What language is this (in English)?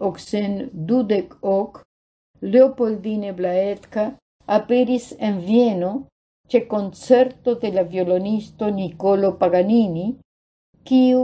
Esperanto